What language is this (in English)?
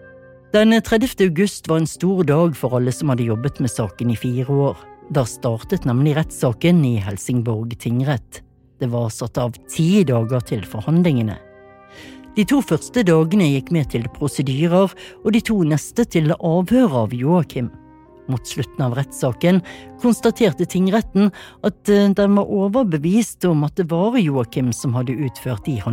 Norwegian